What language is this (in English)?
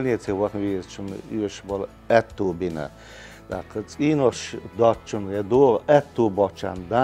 Chechen